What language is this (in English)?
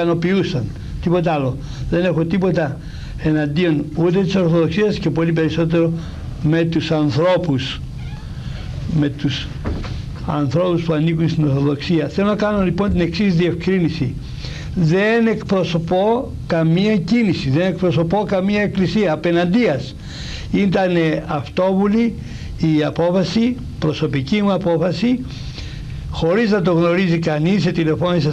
Greek